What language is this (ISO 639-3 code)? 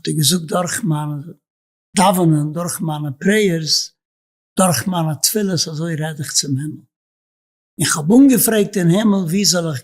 yid